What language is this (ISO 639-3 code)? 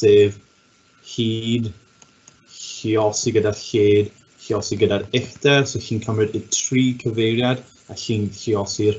cym